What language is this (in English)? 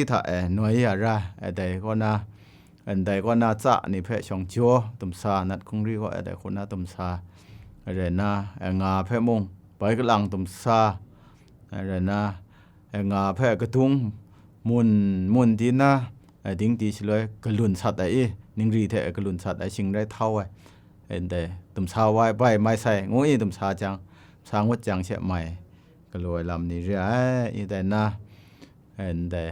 Kachin